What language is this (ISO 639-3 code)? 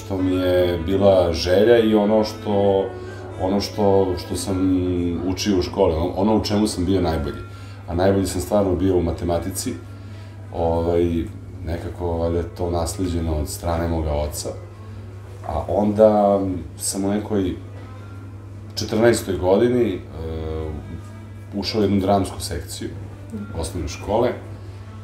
srp